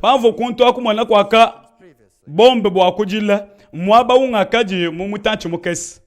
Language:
Luba-Lulua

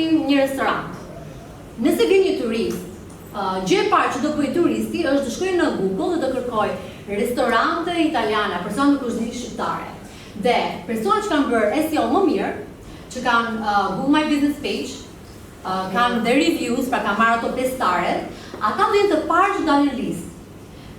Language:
Albanian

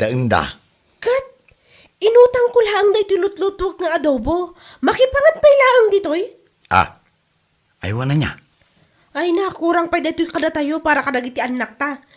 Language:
Iloko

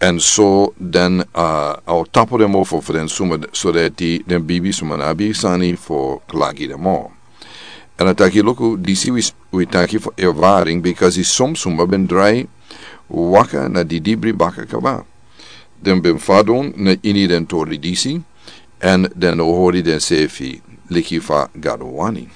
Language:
Sranan Tongo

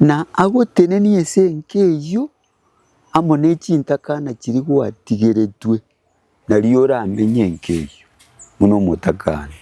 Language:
Gusii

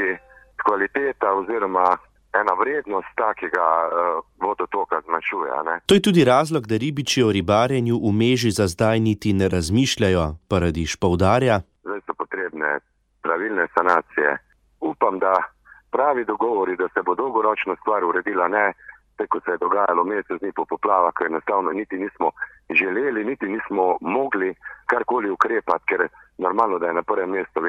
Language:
Slovenian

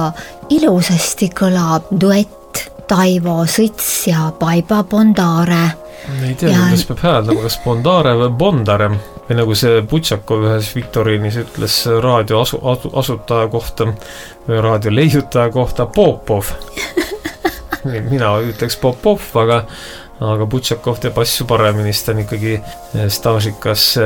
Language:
Estonian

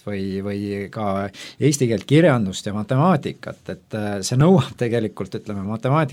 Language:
Estonian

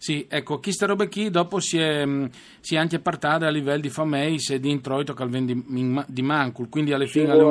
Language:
Friulian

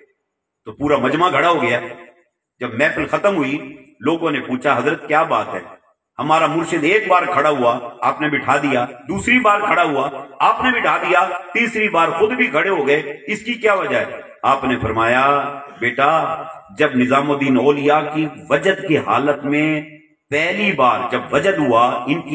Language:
Urdu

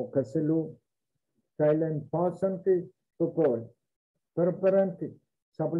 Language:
Pohnpeian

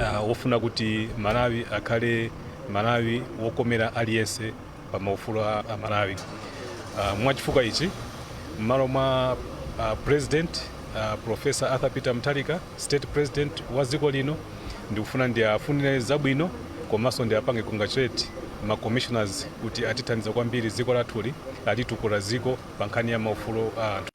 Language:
Nyanja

